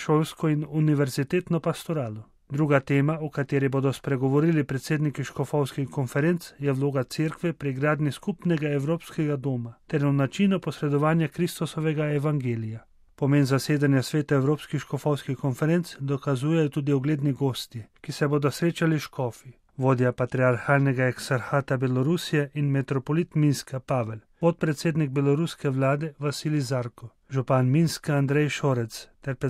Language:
Slovenian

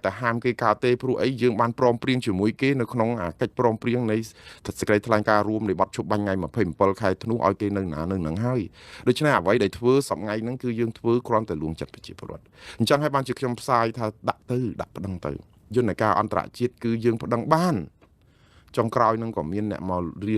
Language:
Khmer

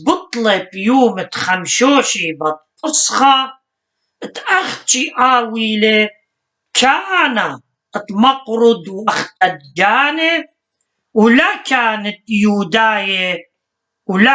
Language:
Assyrian Neo-Aramaic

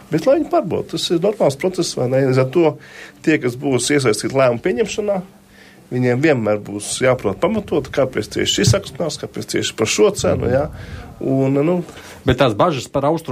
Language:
Latvian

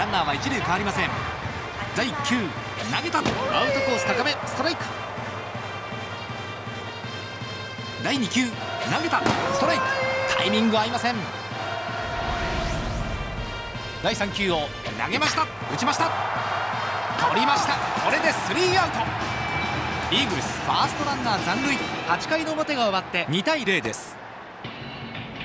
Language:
Japanese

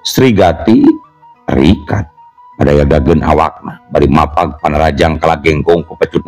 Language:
Sundanese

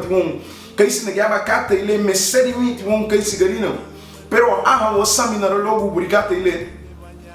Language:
Garifuna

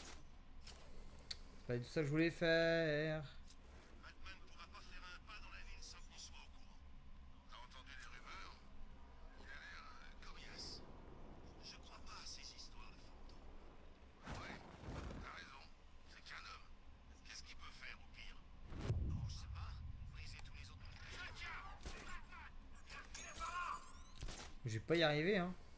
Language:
French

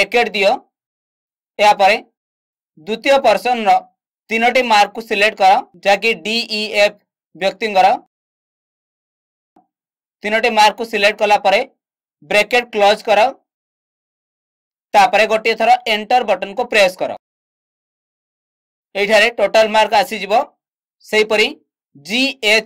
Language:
Odia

